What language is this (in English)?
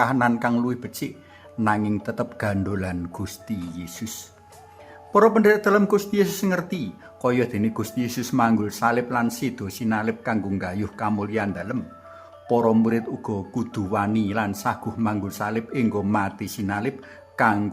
Javanese